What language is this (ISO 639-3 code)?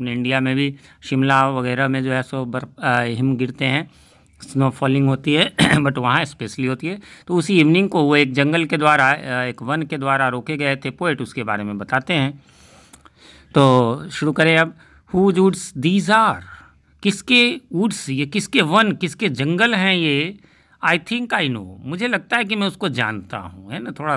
hin